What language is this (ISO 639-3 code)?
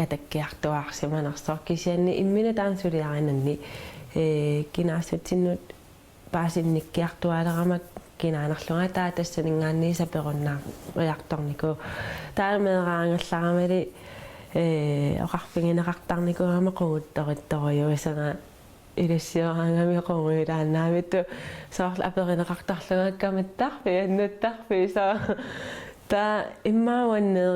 kal